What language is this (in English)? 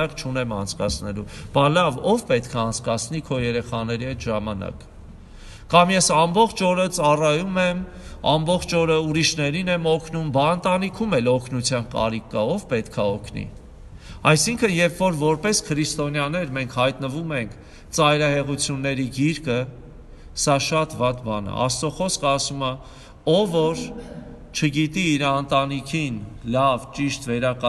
Armenian